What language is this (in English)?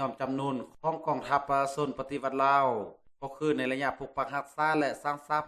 Lao